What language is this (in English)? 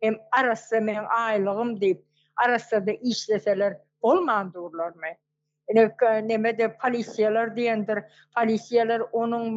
Turkmen